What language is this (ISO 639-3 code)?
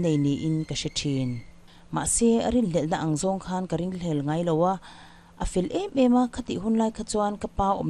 lus